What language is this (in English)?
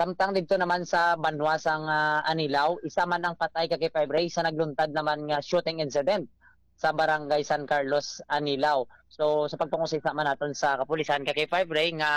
Hiligaynon